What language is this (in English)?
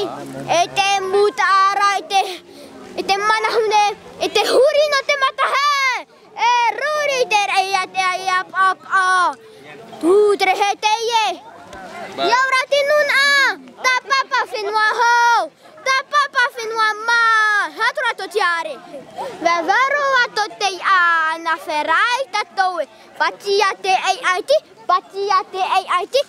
Tahitian